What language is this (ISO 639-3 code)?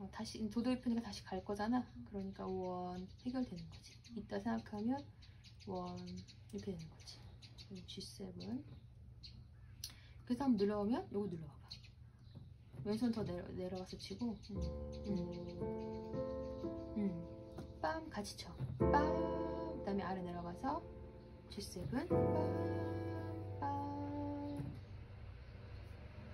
kor